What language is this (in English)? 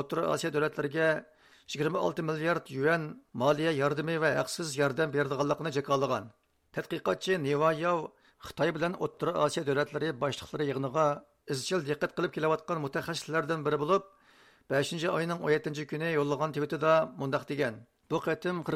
Uyghur